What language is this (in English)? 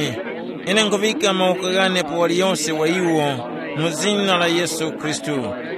Tumbuka